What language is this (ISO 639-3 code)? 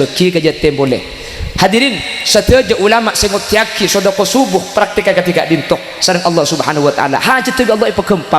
mad